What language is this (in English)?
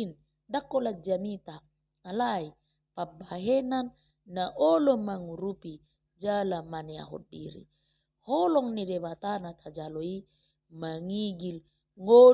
Batak Toba